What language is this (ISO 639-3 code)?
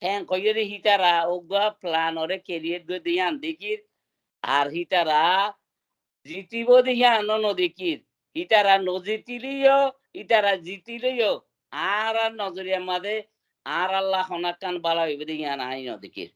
rhg